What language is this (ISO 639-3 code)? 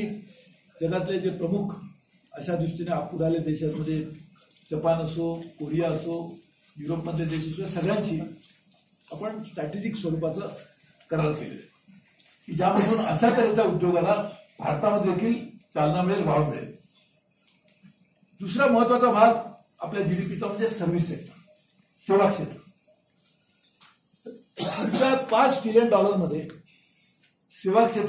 mar